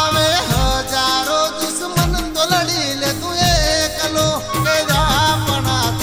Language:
Gujarati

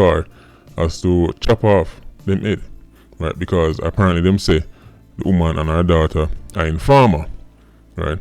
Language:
Jamaican Creole English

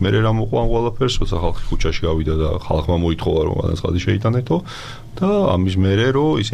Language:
Georgian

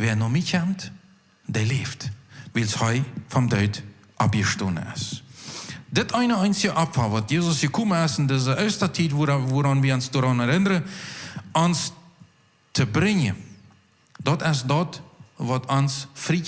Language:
Plautdietsch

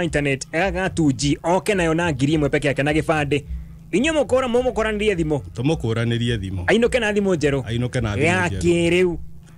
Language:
Kikuyu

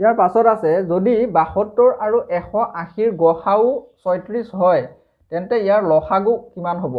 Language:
Assamese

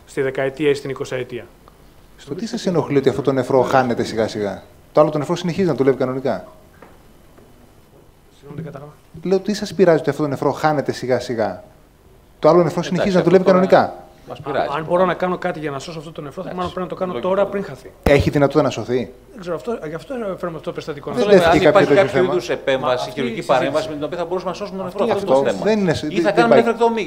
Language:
Greek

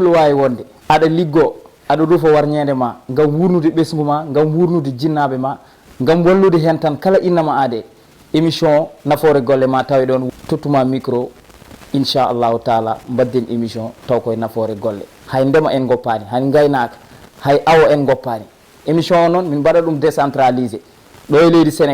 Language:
Fula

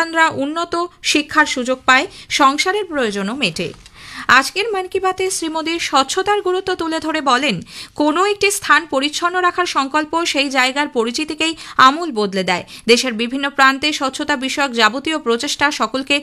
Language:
Bangla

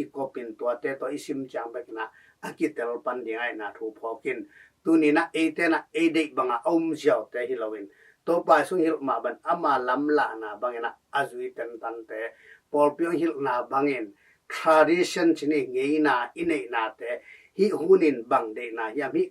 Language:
Tedim Chin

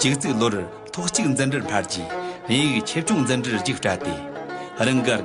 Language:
Amdo Tibetan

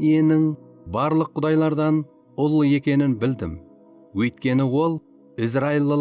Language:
Kara-Kalpak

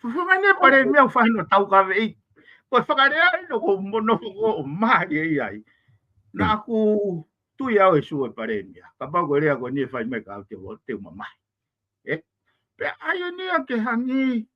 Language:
Tongan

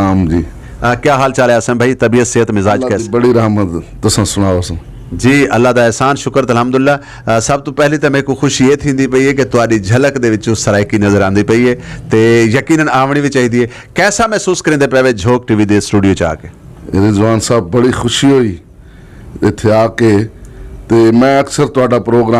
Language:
Saraiki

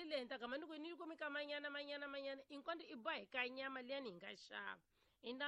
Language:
Tsonga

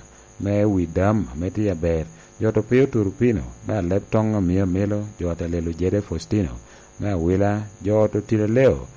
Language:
Lango (Uganda)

